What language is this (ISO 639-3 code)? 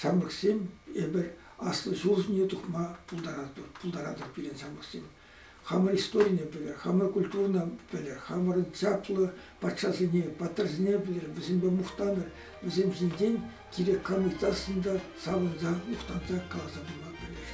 chv